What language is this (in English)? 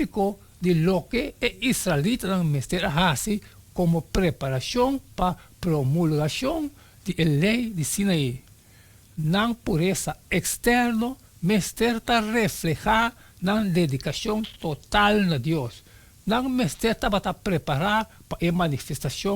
Papiamento